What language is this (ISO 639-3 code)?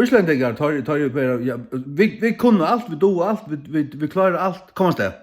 fao